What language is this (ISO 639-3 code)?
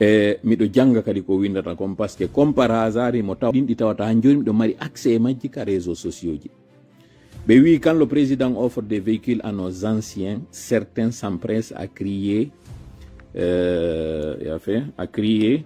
ful